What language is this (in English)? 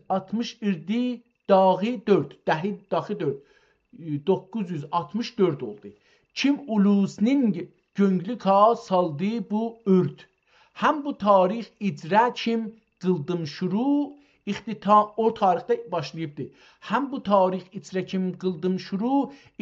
South Azerbaijani